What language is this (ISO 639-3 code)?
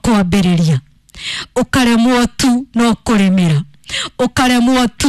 kik